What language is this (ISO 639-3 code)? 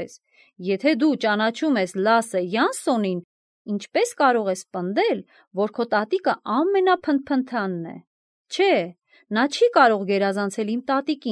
hye